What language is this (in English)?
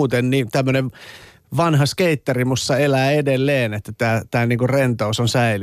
Finnish